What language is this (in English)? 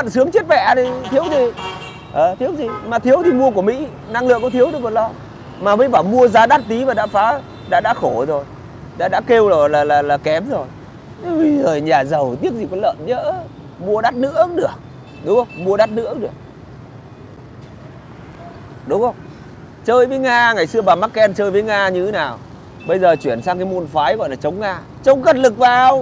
Vietnamese